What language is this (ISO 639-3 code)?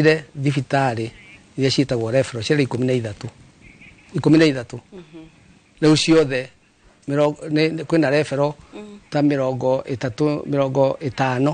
kik